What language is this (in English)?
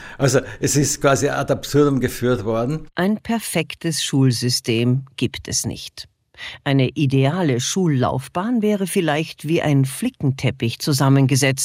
German